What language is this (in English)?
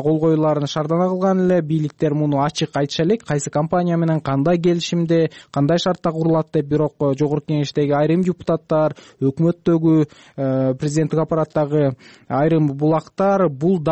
Kyrgyz